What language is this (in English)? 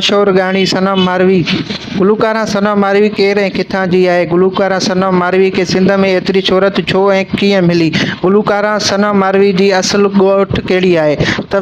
Sindhi